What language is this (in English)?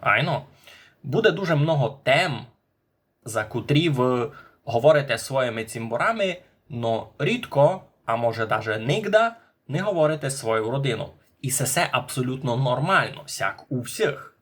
Rusyn